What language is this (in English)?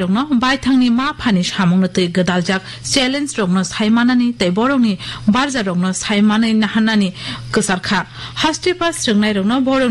Kok Borok